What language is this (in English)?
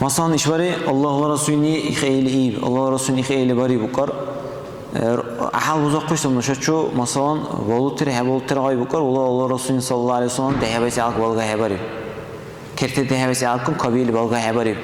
Dargwa